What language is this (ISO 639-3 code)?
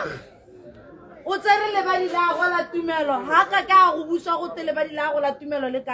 tsn